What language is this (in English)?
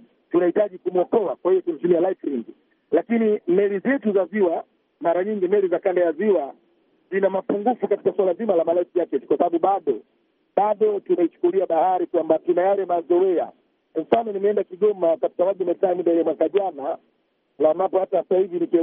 Swahili